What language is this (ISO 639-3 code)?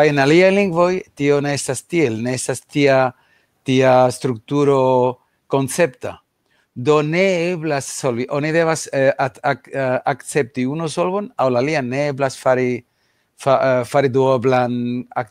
epo